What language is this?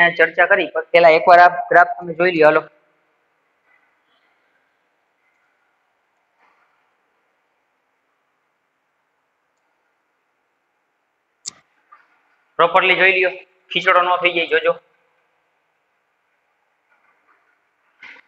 Gujarati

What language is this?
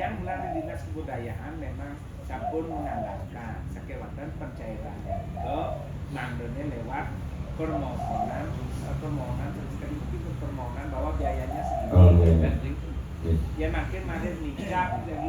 Balinese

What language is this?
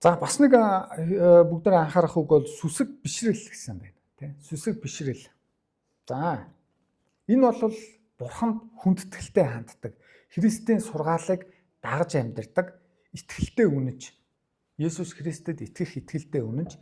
Mongolian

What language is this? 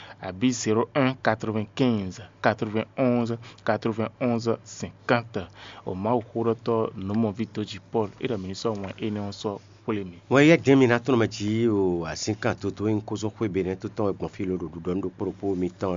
Fon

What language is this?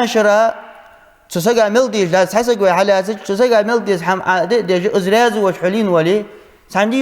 Ingush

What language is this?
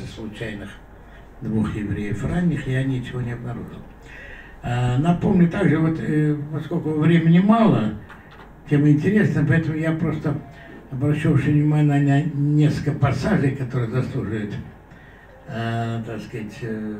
Russian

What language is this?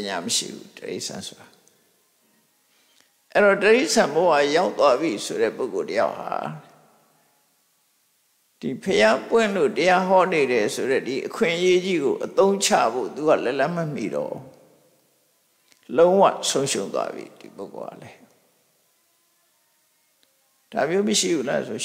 Burmese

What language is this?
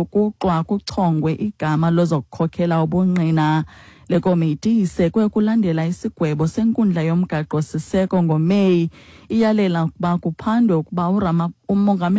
Xhosa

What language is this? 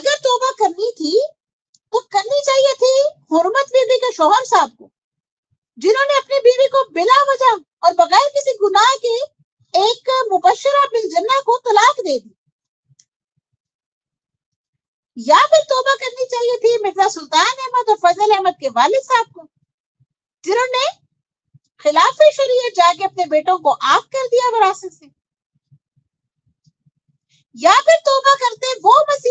Urdu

